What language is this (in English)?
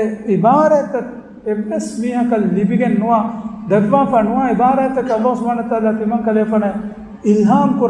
Divehi